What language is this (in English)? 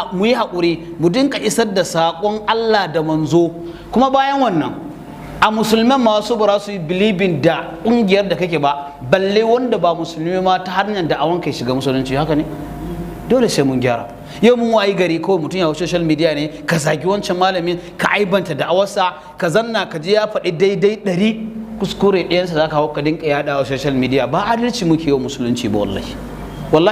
Hausa